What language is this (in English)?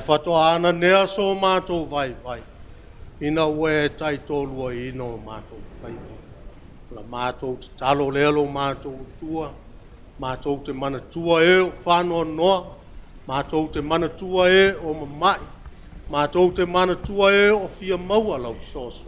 Samoan